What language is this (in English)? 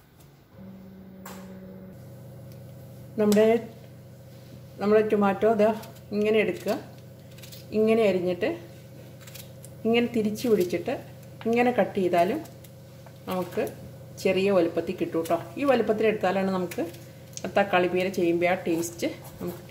Malayalam